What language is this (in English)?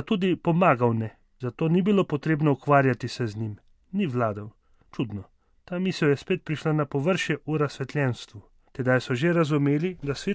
Slovenian